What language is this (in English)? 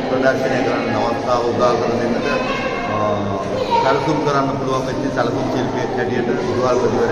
Sinhala